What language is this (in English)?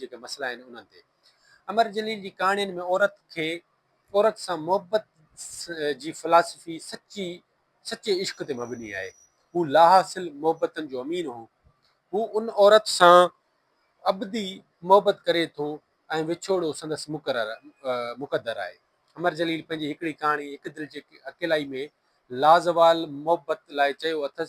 Sindhi